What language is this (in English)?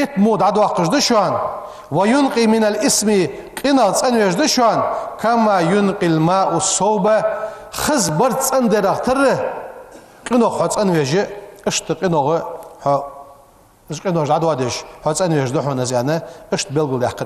Ingush